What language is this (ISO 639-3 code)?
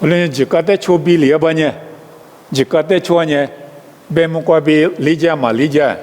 lis